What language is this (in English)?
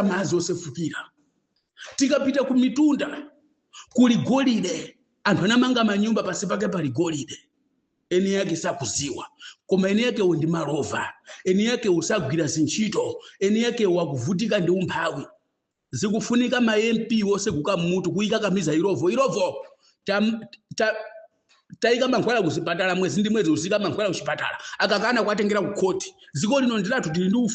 Nyanja